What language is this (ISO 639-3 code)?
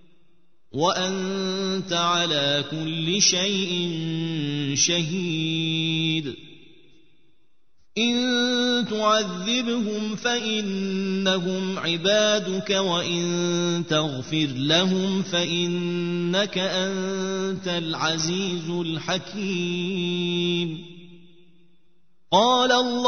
ara